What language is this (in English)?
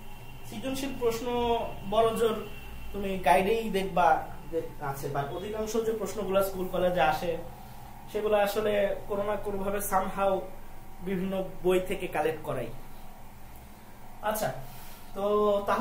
Bangla